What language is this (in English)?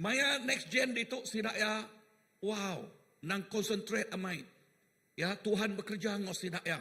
Iban